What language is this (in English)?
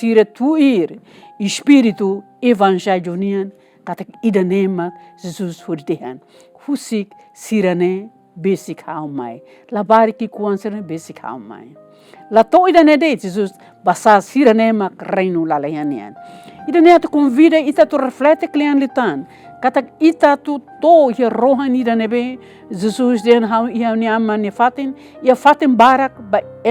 Tetum